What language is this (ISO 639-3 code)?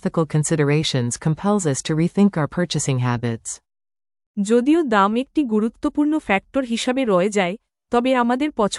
ben